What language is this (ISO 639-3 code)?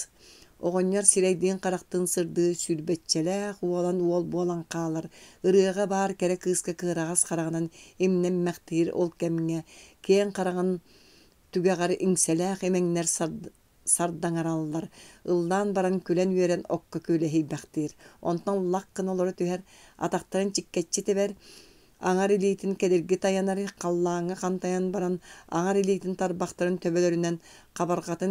sah